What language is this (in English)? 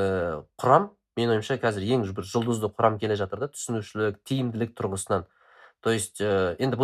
Kazakh